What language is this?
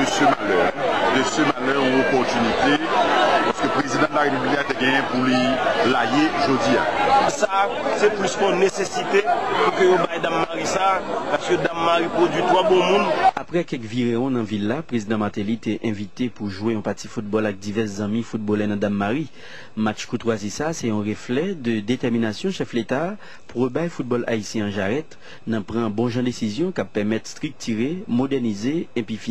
Haitian Creole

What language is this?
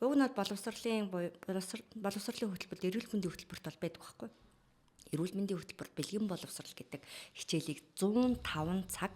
Mongolian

